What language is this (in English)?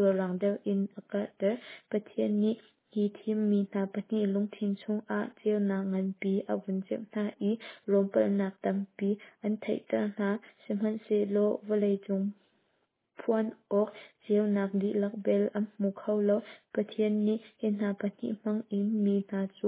Hakha Chin